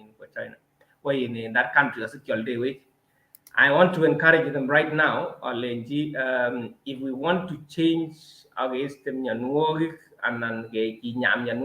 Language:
Kalenjin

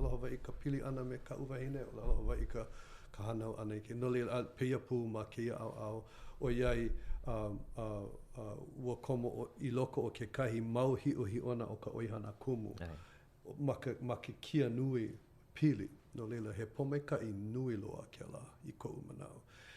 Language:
Hawaiian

